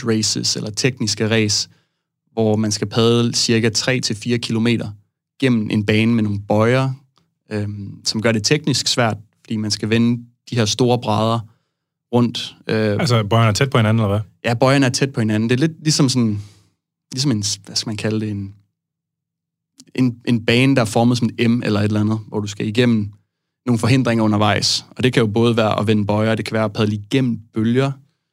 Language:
Danish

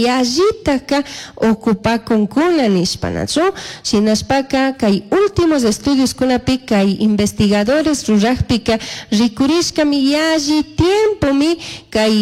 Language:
Chimborazo Highland Quichua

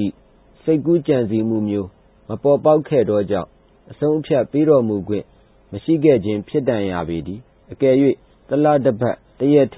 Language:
Burmese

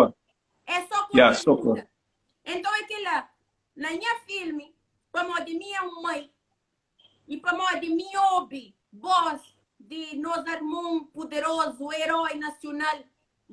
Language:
Kabuverdianu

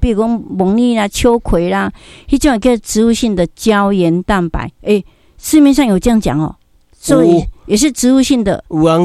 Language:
Min Nan Chinese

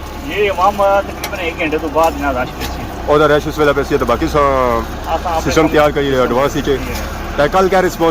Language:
Pahari-Potwari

